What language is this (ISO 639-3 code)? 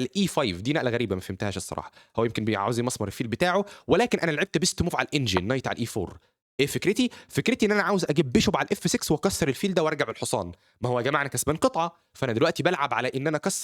arz